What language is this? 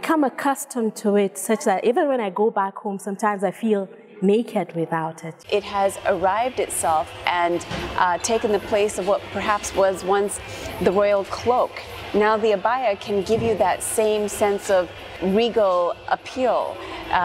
English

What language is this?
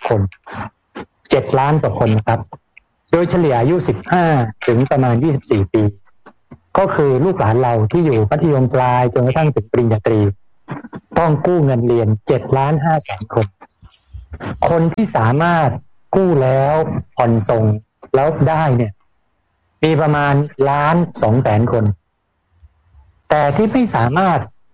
Thai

